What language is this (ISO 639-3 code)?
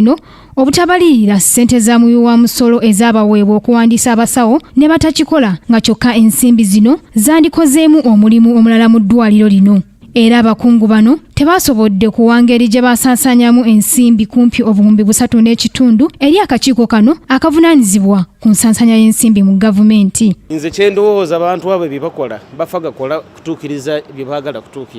lug